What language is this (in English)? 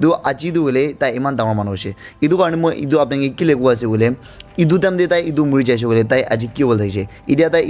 Naga Pidgin